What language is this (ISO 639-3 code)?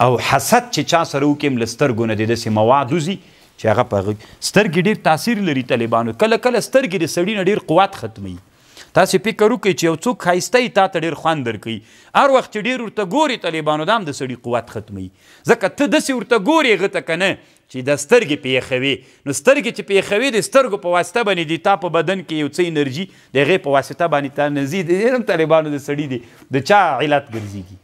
pus